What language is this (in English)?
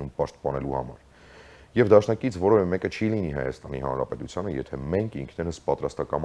Armenian